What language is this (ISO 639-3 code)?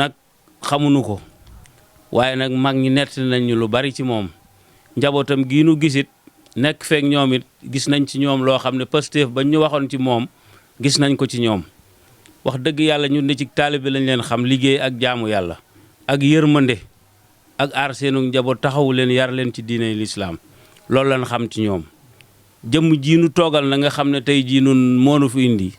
wol